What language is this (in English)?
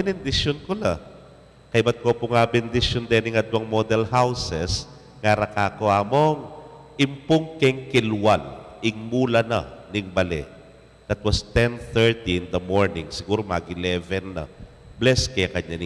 Pampanga